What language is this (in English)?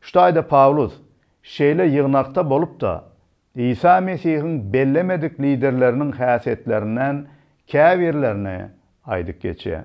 Turkmen